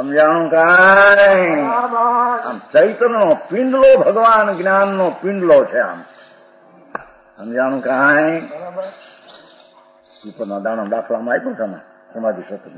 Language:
Gujarati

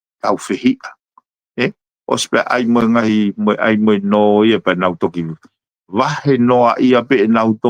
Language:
Tongan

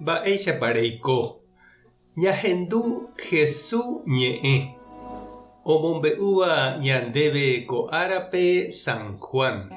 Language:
Guarani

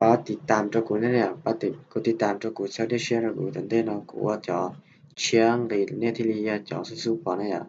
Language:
Hmong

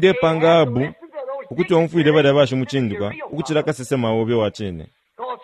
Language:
Bemba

